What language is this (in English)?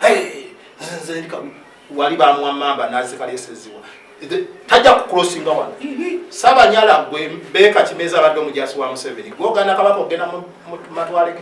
Ganda